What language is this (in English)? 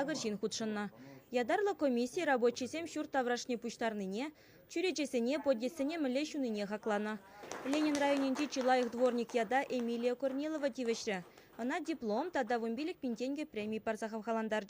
Chuvash